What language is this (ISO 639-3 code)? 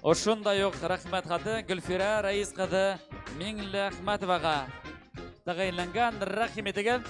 bak